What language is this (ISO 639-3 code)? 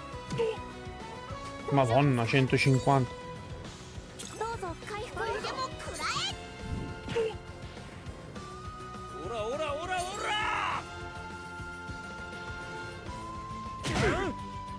ita